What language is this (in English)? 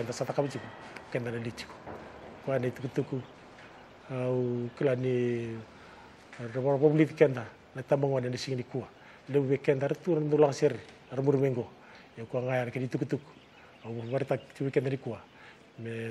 Fijian